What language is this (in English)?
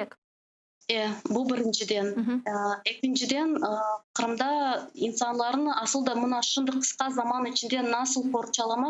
Crimean Tatar